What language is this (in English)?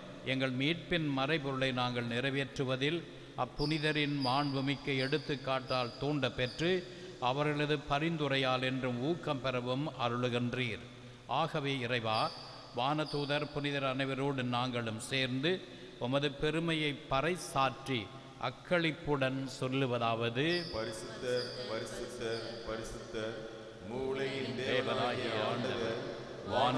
Tamil